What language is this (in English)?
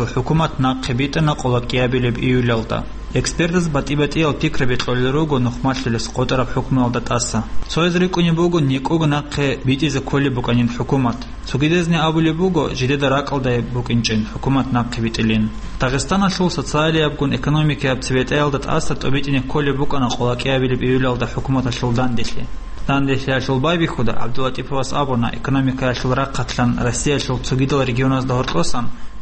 Avaric